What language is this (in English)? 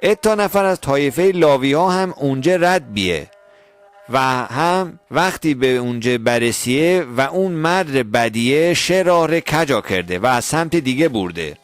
Mazanderani